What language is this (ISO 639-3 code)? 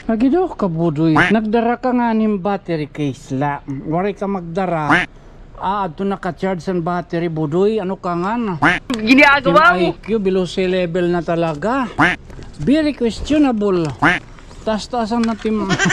war